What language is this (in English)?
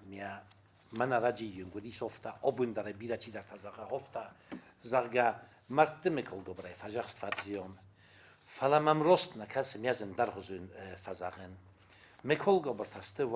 Ossetic